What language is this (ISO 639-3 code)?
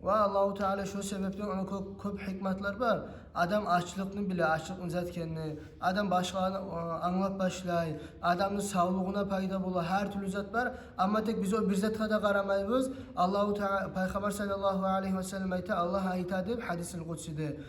kum